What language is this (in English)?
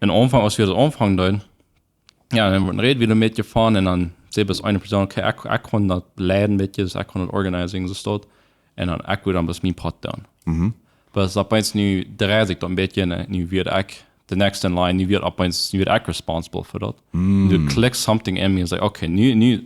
Plautdietsch